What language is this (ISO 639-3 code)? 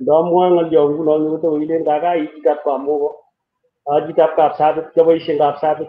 kln